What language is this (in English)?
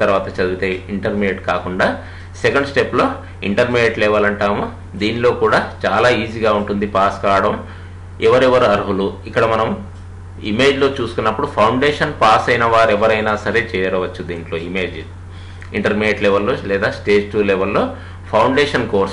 Telugu